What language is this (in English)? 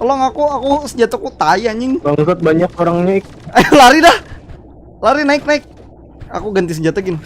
Banjar